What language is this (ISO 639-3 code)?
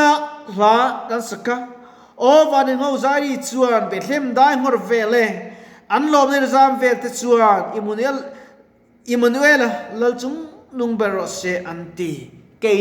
lus